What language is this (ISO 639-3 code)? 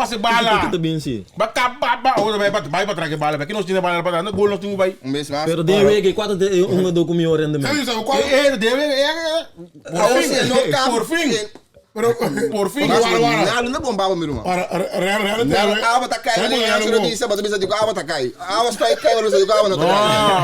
pap